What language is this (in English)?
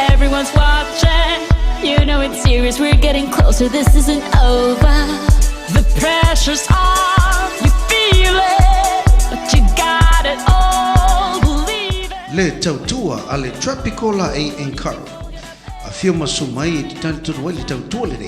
Samoan